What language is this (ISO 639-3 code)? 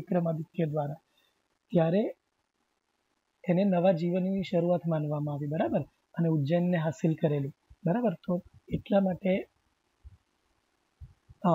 guj